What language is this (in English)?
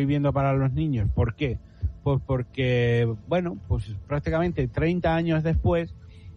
Spanish